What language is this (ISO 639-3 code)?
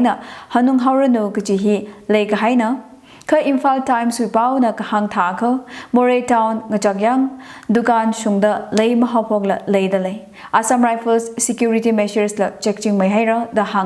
nmf